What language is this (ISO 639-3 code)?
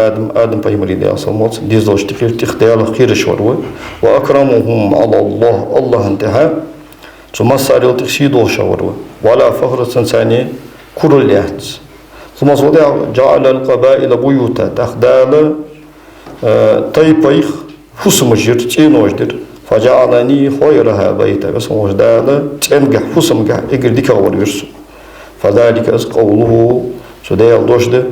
inh